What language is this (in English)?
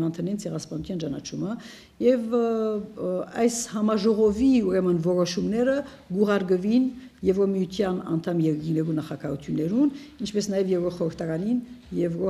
Armenian